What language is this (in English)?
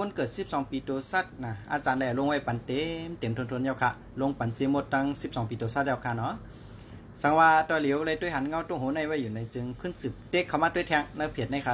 Shan